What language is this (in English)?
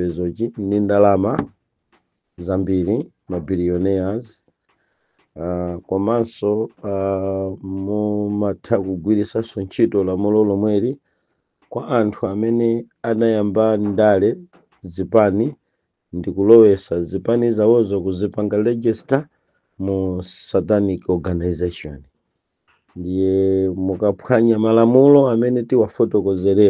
Nyanja